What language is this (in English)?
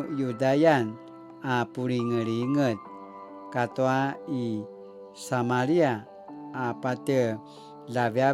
Paiwan